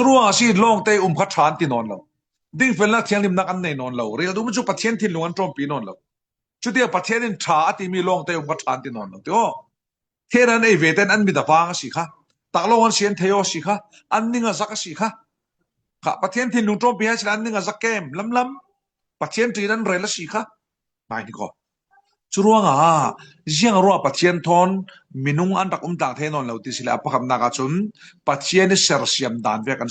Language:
Falam Chin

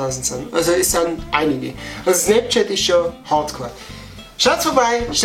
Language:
Bavarian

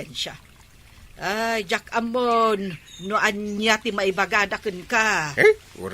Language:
Iloko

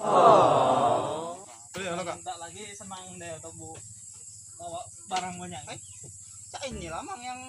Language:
Musi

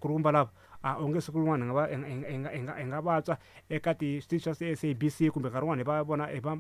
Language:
Tsonga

